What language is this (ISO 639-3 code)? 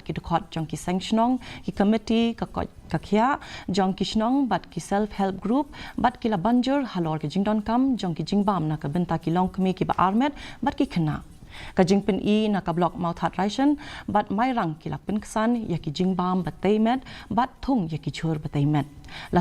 kha